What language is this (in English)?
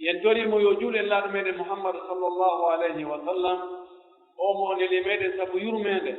Pular